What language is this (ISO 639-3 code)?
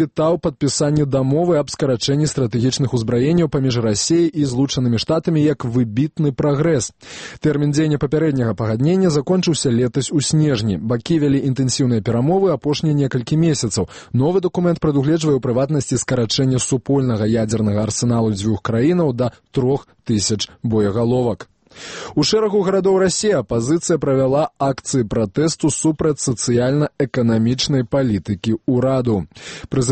bel